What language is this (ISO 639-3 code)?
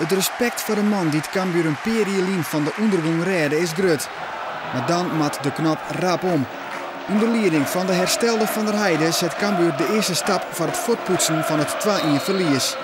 fry